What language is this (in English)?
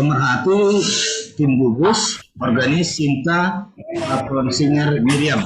Batak Simalungun